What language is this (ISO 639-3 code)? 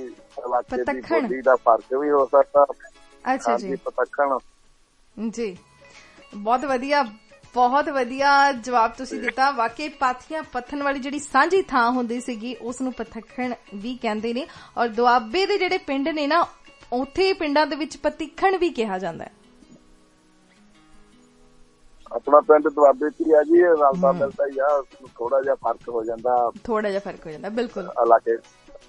pan